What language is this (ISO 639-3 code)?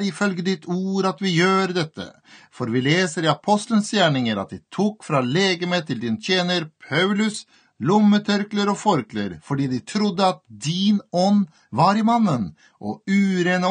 nor